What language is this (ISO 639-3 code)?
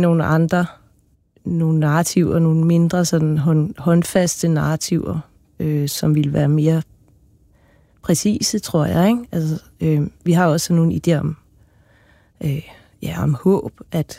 dan